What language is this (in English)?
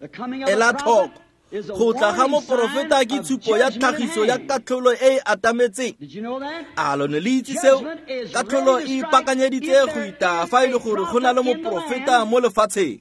Tswana